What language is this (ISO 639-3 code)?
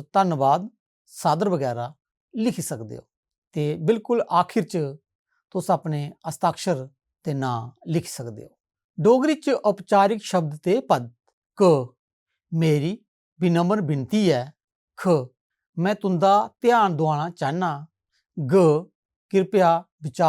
doi